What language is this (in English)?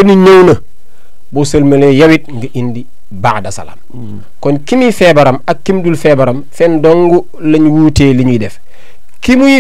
Wolof